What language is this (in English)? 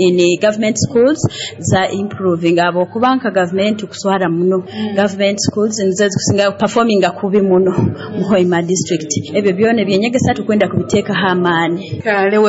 Nyoro